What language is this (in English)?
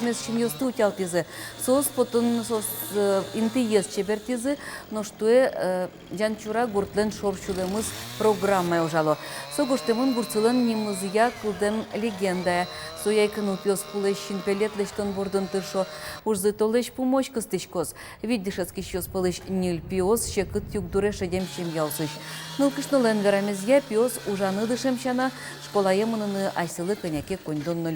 Udmurt